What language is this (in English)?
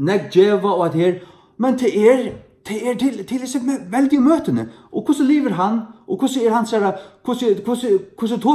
Faroese